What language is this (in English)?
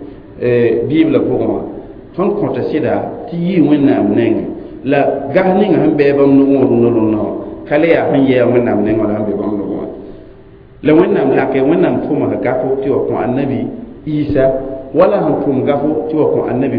Mossi